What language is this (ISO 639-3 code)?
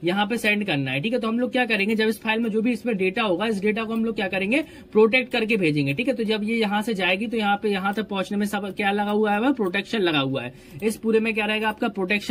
hin